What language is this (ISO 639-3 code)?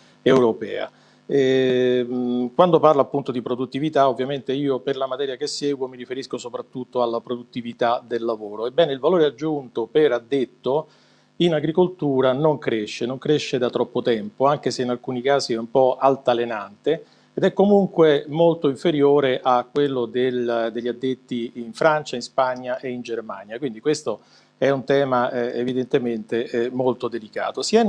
ita